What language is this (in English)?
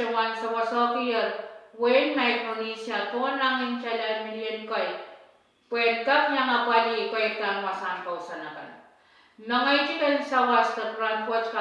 Pohnpeian